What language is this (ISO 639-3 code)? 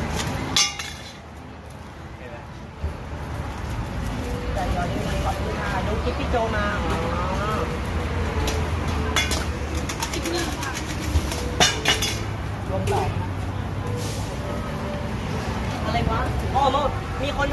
tha